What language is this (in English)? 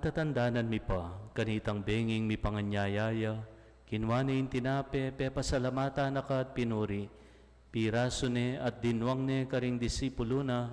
Pampanga